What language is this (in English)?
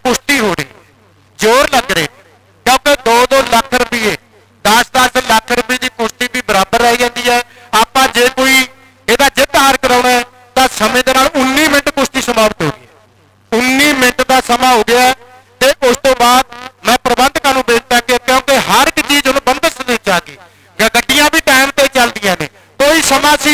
Punjabi